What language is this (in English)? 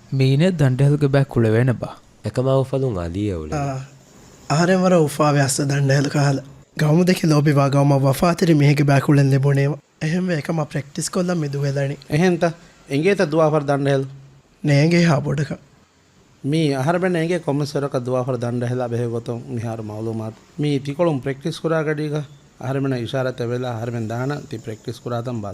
Divehi